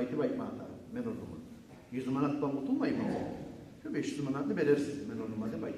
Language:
Kumyk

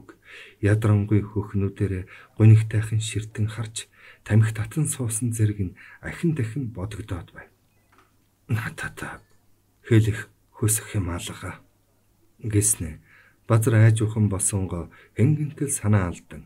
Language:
Mongolian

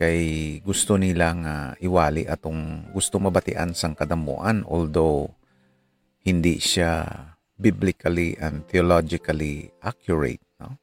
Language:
Hiligaynon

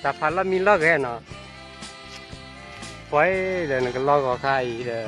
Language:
S'gaw Karen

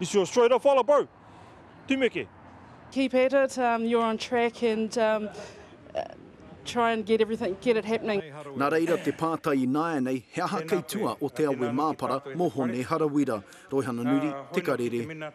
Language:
Māori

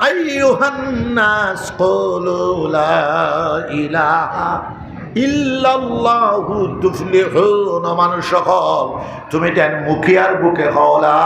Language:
Sylheti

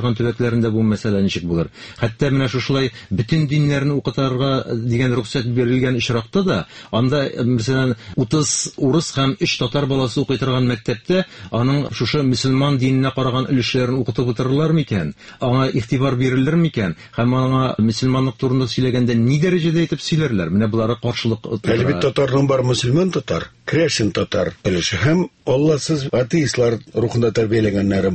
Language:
Tatar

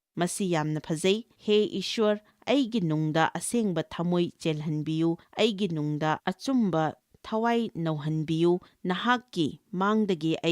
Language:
Manipuri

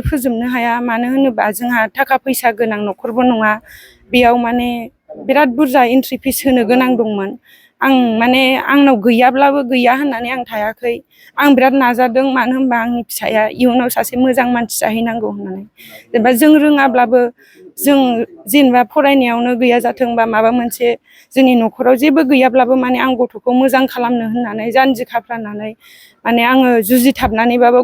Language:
Bodo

